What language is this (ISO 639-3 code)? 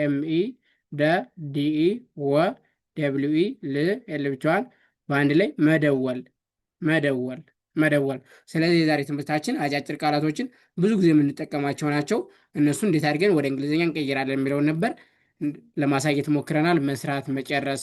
amh